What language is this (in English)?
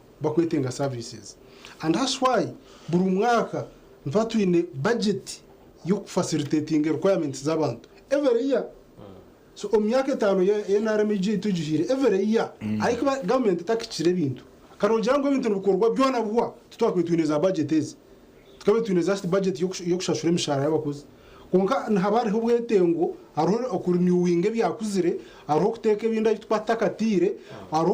Nyankole